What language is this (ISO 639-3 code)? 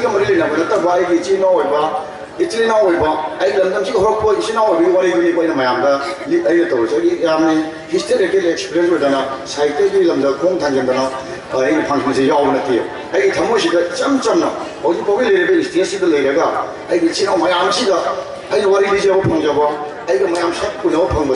mni